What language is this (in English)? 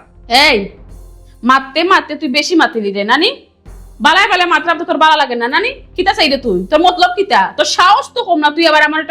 Sylheti